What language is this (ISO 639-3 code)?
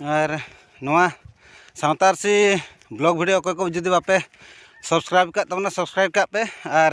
sat